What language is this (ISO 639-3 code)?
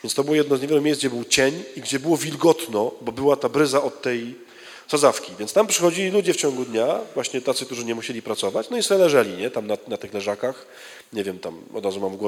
pol